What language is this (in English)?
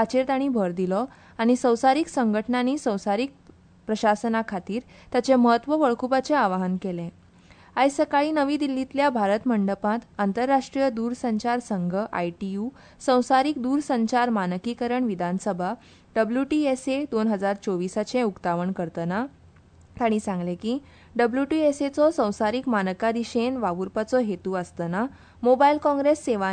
Konkani